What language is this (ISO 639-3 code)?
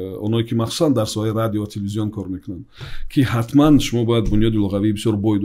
tgk